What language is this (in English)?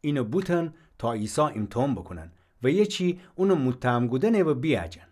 Gilaki